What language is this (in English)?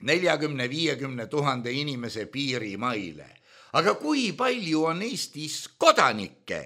Estonian